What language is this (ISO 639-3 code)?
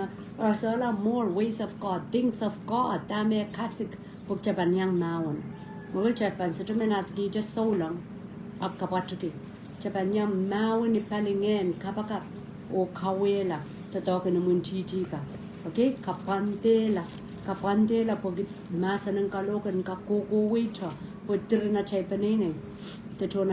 pon